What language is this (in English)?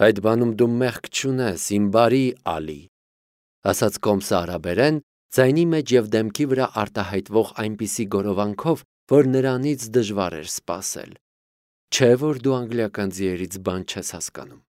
Armenian